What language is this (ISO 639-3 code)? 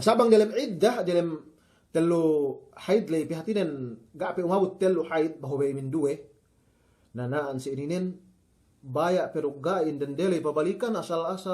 yka